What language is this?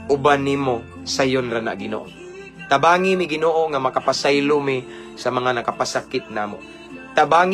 Cebuano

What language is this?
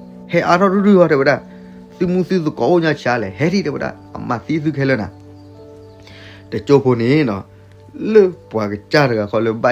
S'gaw Karen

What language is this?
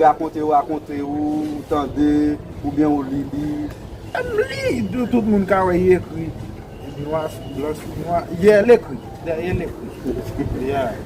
Haitian Creole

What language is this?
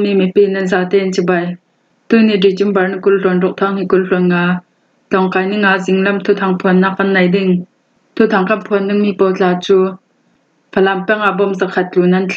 Falam Chin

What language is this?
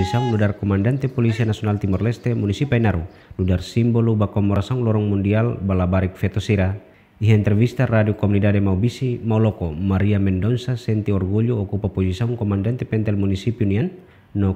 Tetum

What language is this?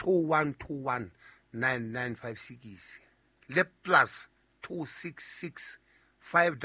Southern Sotho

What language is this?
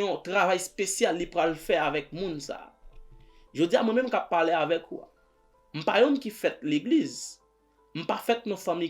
Haitian Creole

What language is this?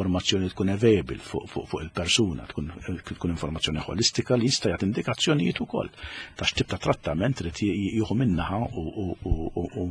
Maltese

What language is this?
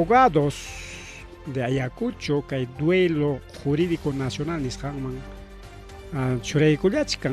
Ayacucho Quechua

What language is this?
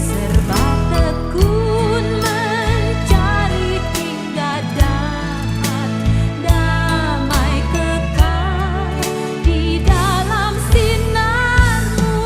Nias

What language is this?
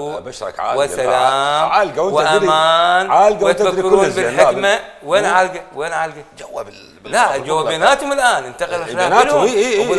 Mesopotamian Arabic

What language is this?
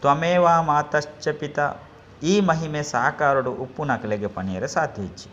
Tulu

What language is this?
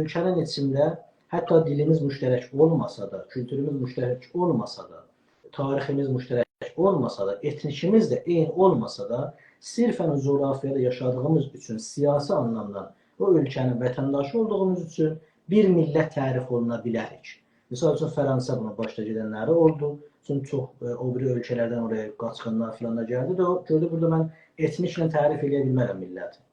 South Azerbaijani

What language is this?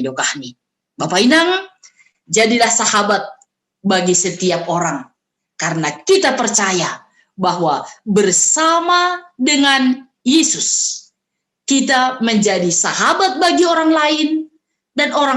Batak Simalungun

